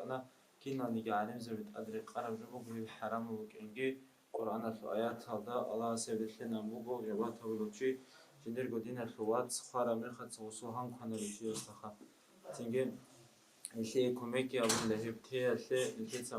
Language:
Avaric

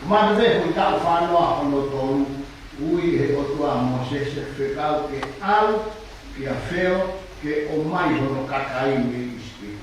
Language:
Tongan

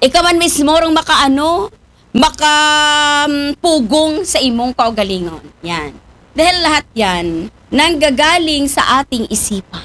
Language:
Aklanon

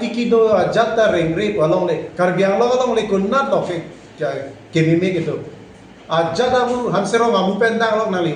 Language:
Karbi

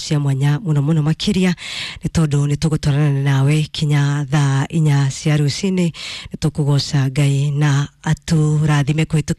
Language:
Kikuyu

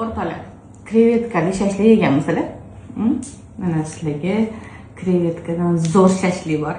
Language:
Uzbek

